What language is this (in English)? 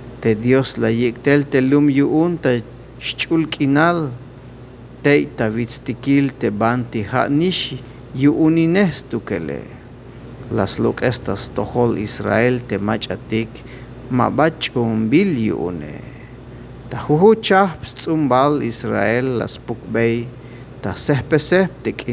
Tzeltal